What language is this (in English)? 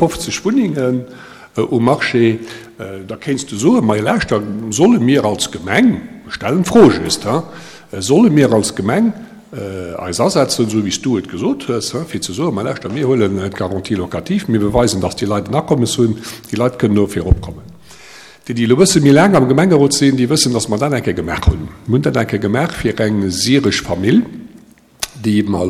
Luxembourgish